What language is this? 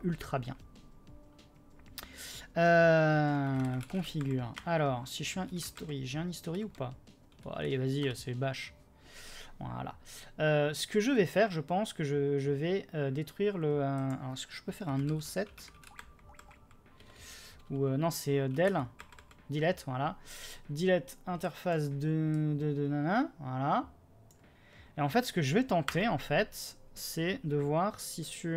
French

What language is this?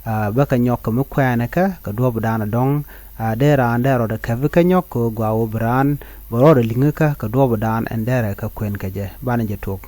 Nuer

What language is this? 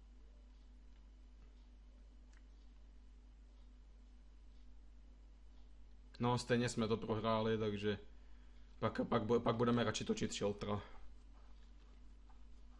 Czech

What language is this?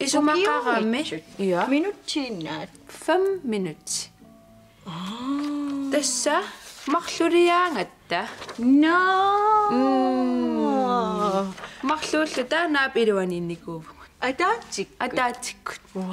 Kalaallisut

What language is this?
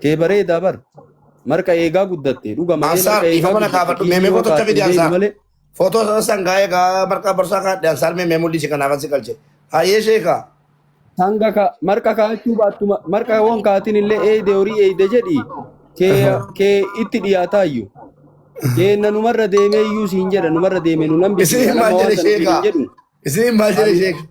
Oromo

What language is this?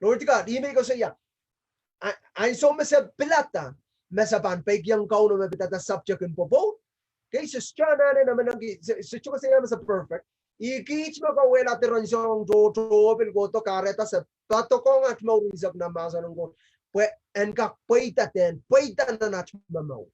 Pohnpeian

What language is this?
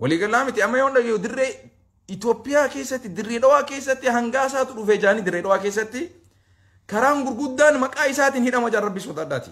Oromo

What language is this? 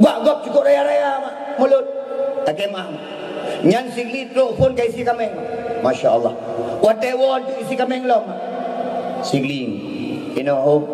Achinese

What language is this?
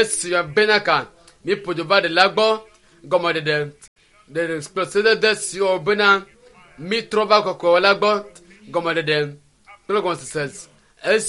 Ewe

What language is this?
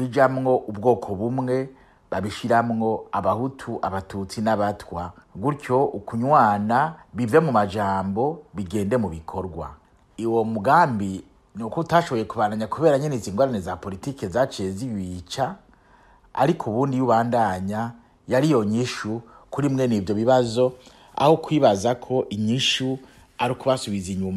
Rundi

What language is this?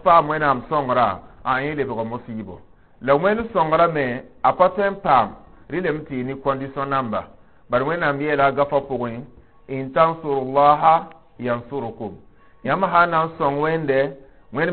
Mossi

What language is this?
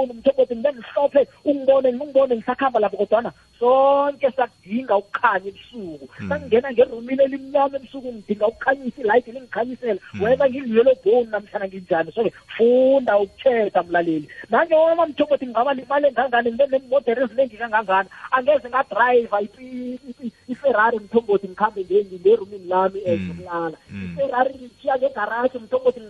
South Ndebele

